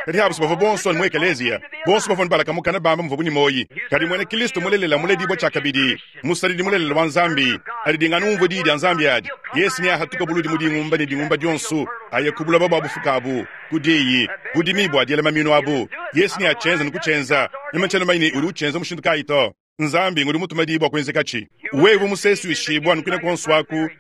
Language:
Luba-Lulua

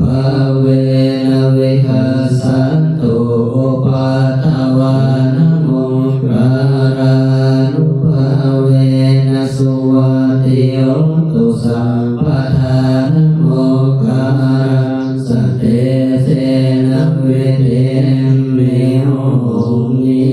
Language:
Pali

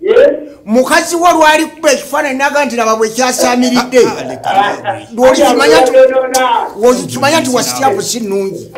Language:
Ganda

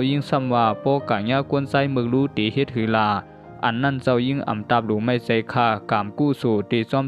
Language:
Shan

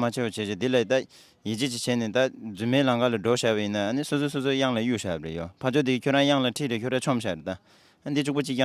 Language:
Tibetan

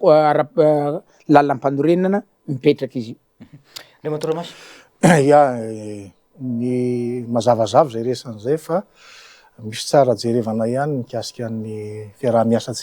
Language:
Malagasy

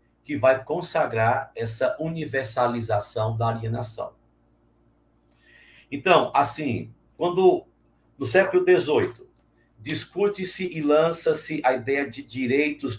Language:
Portuguese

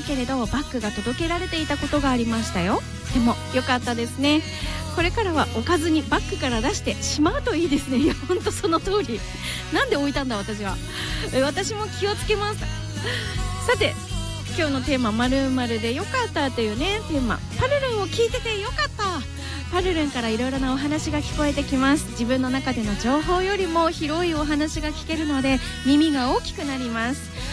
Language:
Japanese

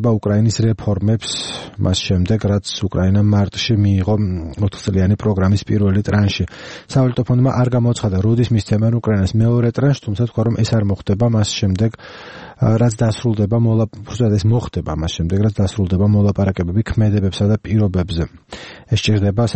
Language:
Georgian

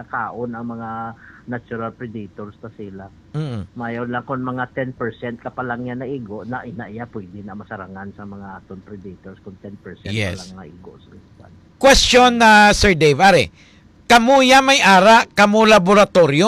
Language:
Hiligaynon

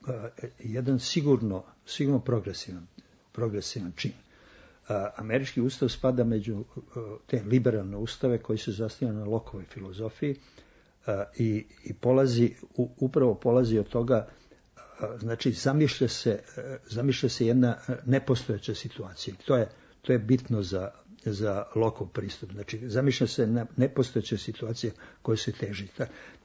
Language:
Serbian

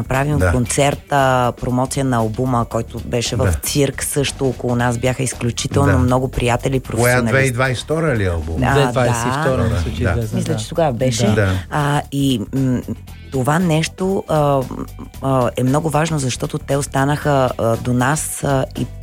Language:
Bulgarian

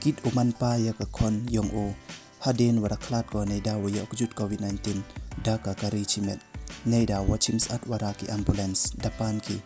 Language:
Pnar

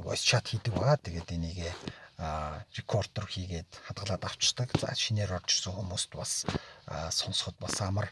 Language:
Mongolian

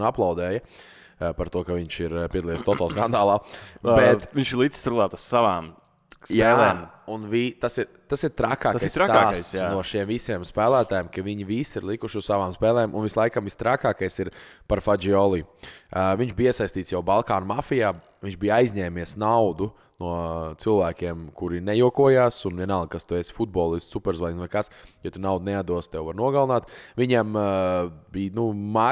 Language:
Latvian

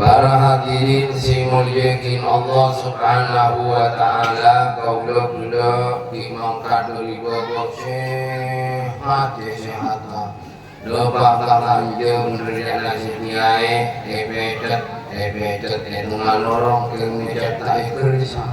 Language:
Madurese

